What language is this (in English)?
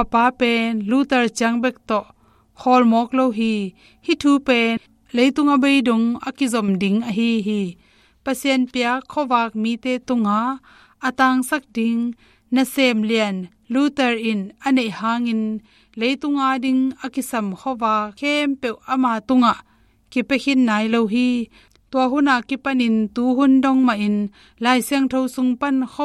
Tedim Chin